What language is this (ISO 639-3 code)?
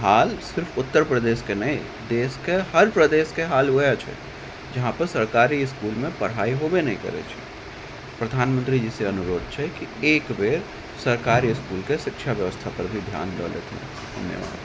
mai